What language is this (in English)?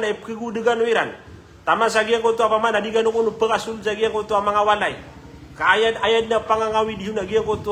Maranao